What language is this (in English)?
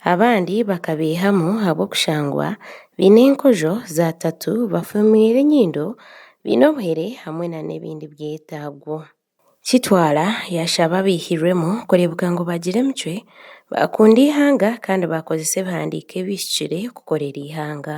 Nyankole